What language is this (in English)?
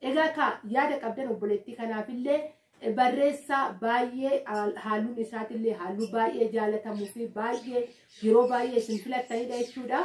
Oromo